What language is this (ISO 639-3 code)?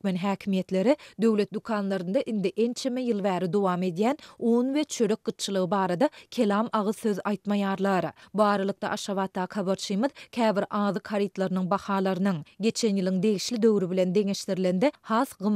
tuk